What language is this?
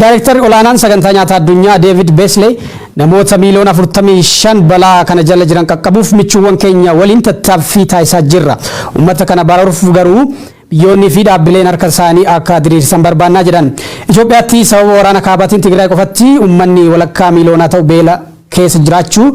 Oromo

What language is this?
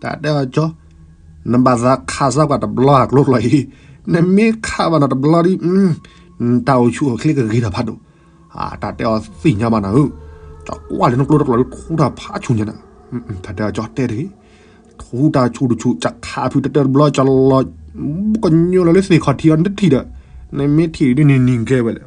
S'gaw Karen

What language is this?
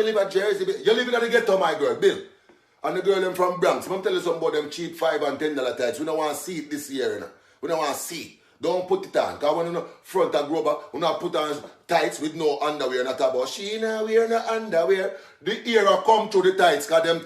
Jamaican Creole English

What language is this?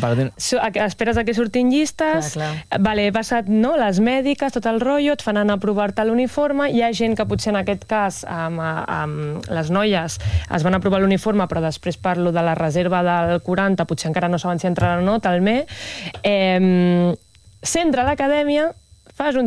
Catalan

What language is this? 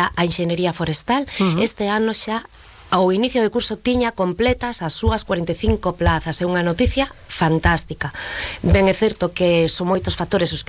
Galician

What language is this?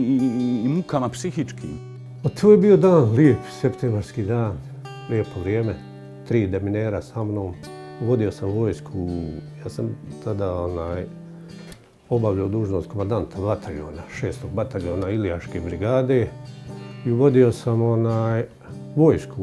Bosnian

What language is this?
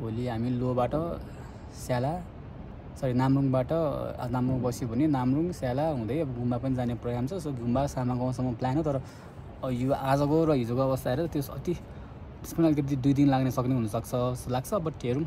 Nepali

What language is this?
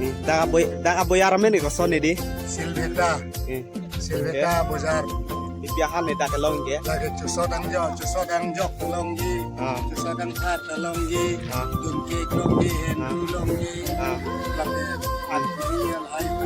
Karbi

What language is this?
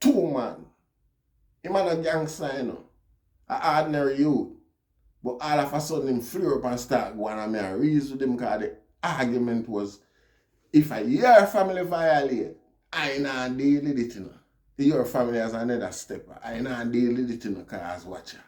Jamaican Creole English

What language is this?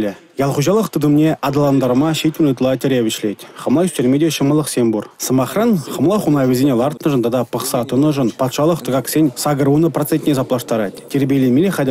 Chuvash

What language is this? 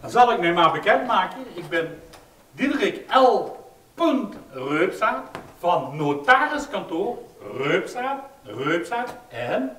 Limburgish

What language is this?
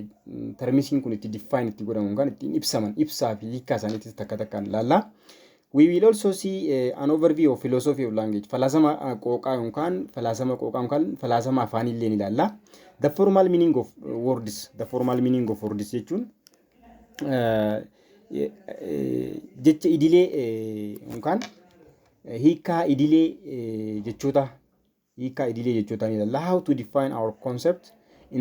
Oromo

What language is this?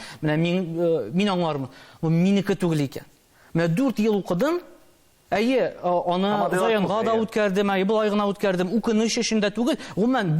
Tatar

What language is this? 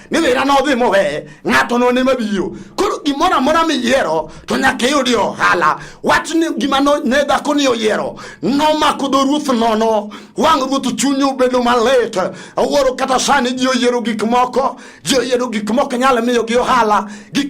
Luo (Kenya and Tanzania)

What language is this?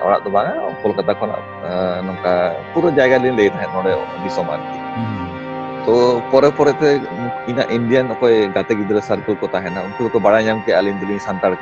Santali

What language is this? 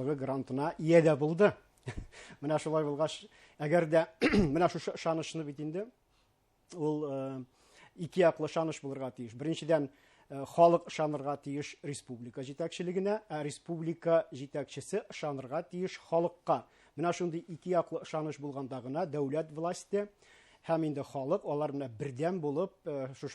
Bashkir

